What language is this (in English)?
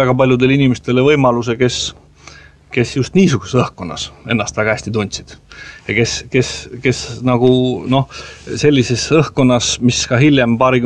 Estonian